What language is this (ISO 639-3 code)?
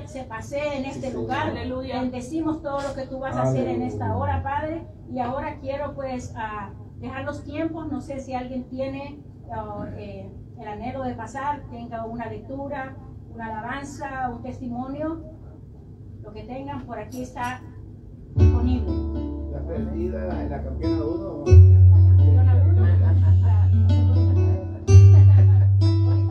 spa